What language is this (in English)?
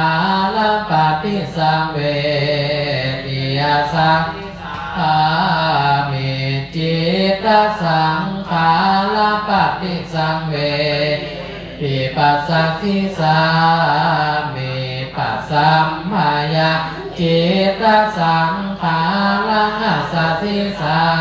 Pali